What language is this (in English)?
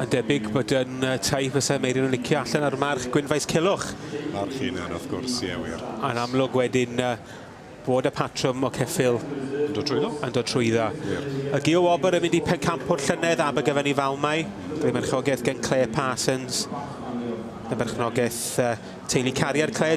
Welsh